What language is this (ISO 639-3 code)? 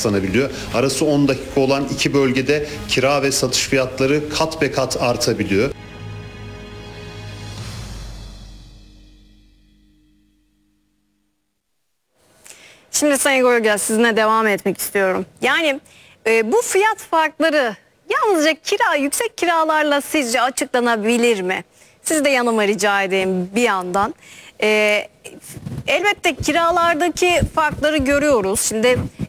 tur